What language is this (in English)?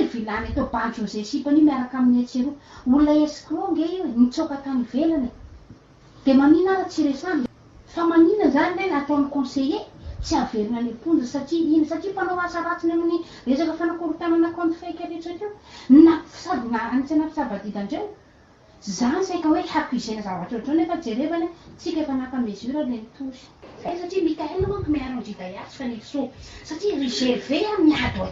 Malagasy